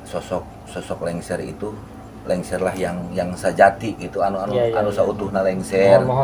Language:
Sundanese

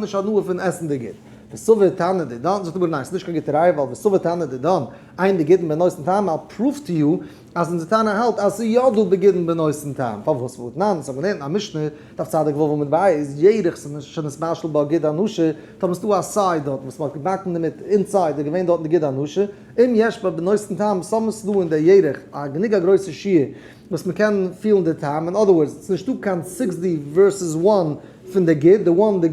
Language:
Yiddish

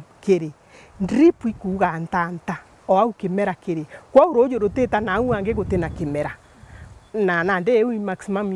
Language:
Meru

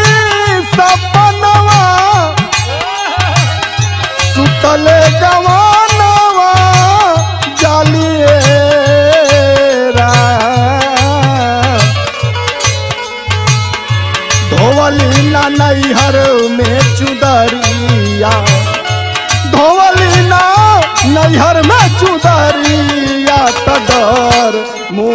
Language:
Bhojpuri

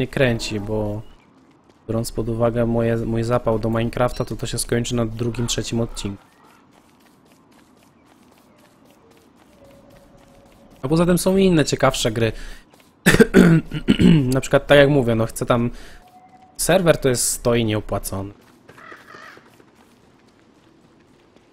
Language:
Polish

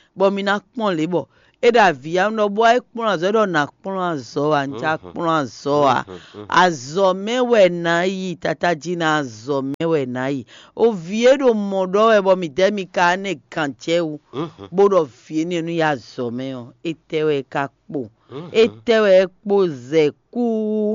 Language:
Fon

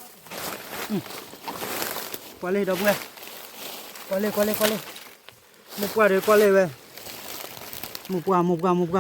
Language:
S'gaw Karen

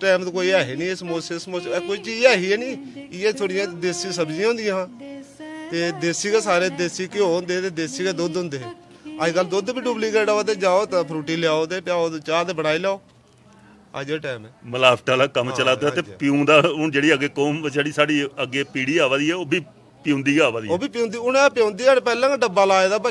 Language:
Dogri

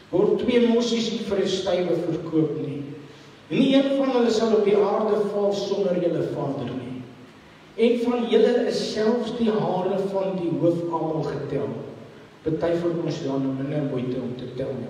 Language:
Afrikaans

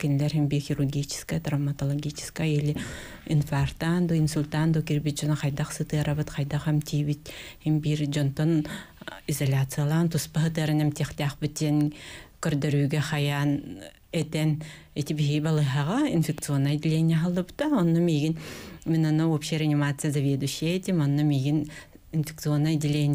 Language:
Yakut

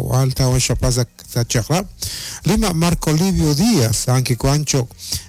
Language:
Kekchí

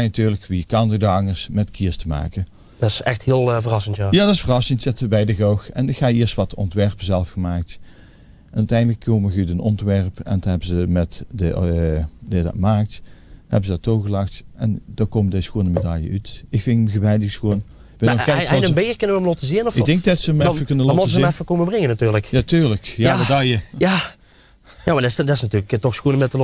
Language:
Limburgish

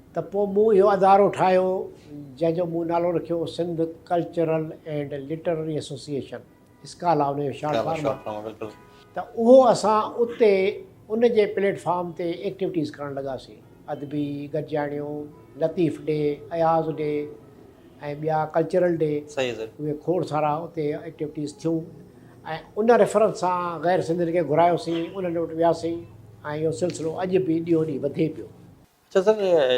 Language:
Sindhi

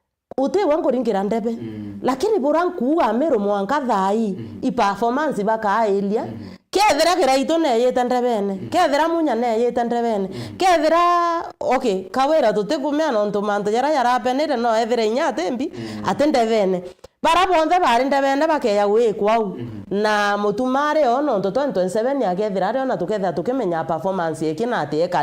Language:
Meru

